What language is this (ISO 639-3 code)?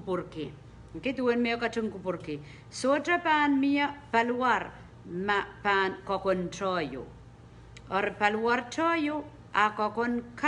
pon